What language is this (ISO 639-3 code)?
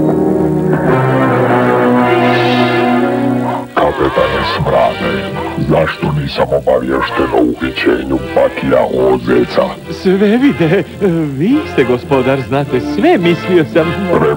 hrv